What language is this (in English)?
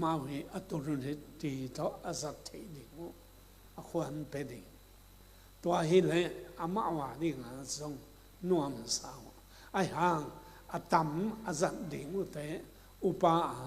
Tedim Chin